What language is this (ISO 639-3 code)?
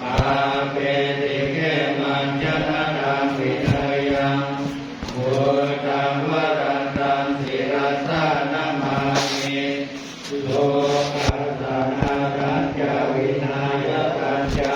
pli